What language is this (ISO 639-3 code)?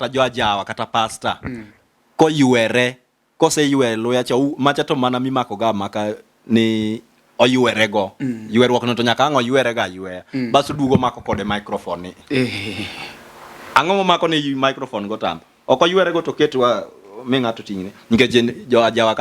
luo